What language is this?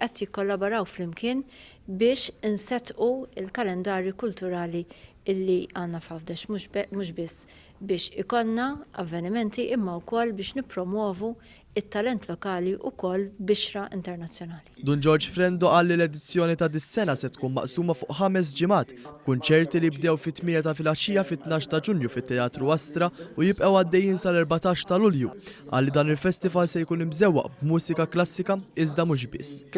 Maltese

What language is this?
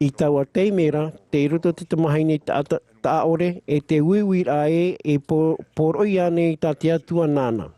Tahitian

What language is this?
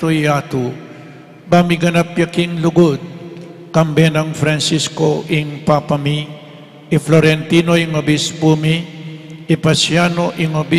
Pampanga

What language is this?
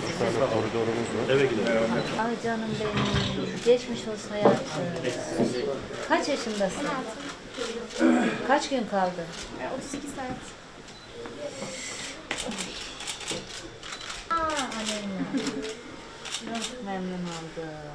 Turkish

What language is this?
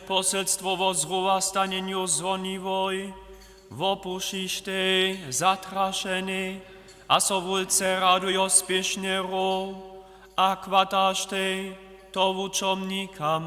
Upper Sorbian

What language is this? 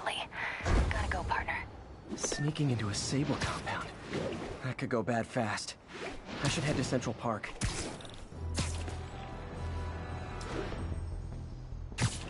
English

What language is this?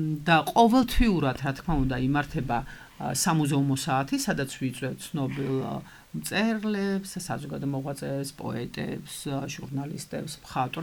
Georgian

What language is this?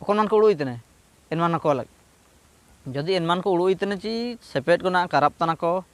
Ho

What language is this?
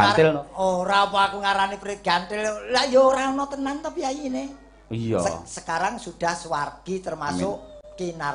Javanese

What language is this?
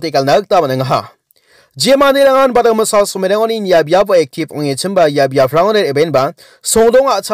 Garo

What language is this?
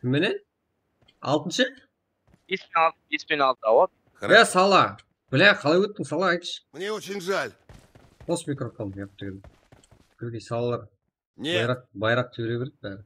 Kara-Kalpak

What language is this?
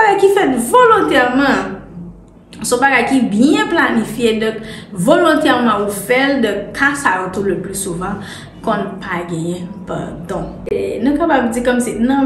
Haitian Creole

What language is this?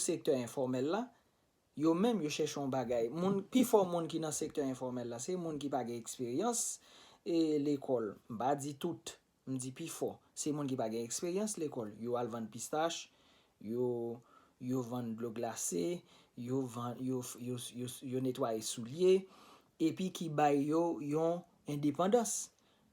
Haitian Creole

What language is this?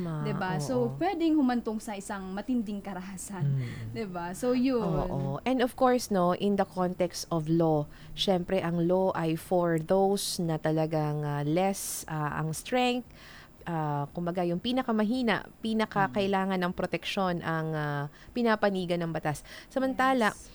Filipino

